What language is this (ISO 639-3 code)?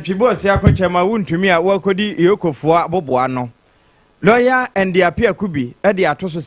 aka